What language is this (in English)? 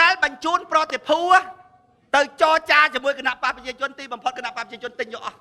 Khmer